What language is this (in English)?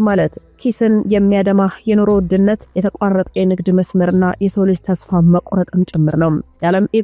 Amharic